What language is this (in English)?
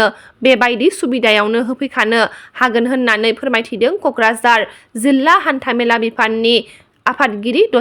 Bodo